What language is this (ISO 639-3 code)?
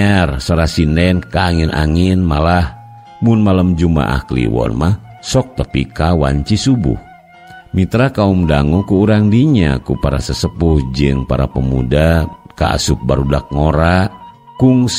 sun